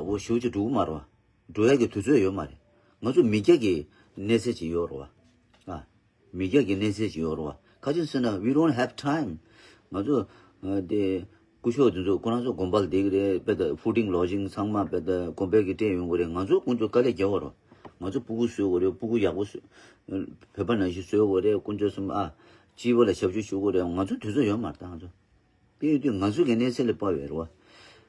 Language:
Tibetan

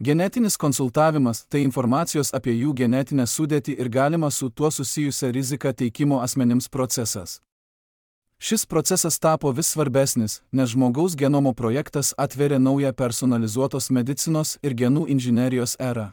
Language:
Lithuanian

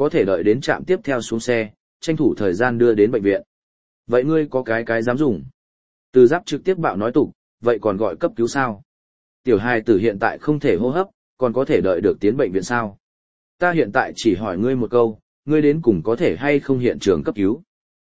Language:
Vietnamese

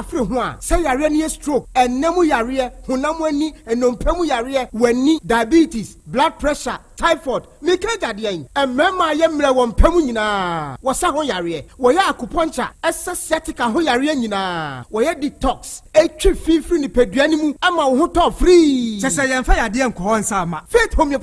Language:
Akan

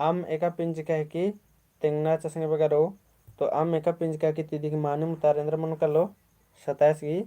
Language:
Kurukh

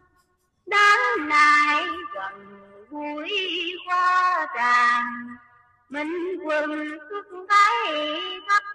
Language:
Vietnamese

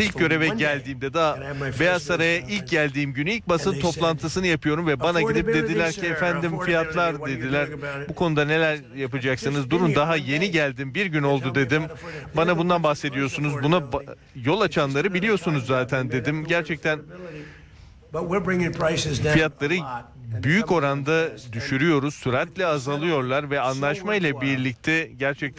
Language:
Turkish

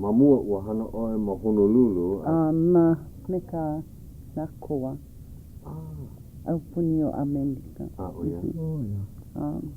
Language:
Hawaiian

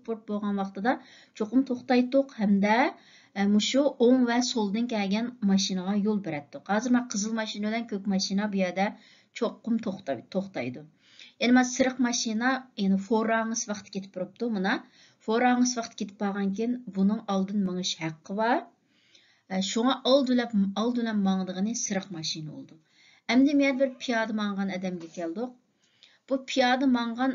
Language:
Uyghur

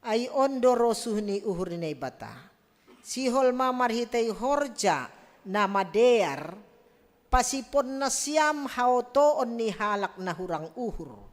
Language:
Batak Simalungun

